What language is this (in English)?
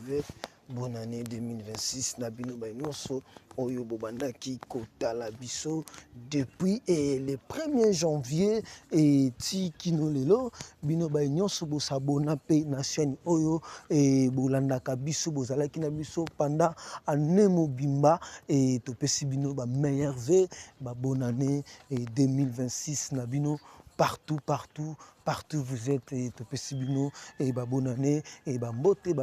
Lingala